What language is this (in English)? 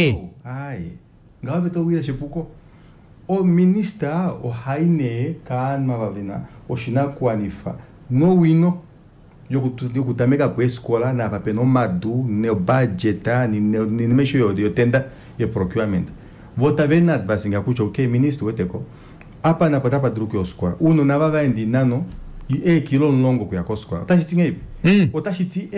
Kuanyama